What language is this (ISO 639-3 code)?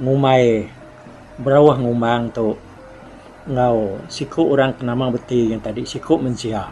iba